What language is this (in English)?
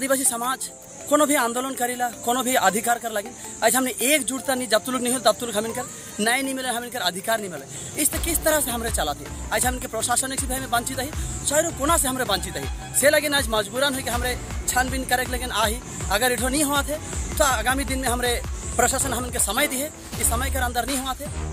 Sadri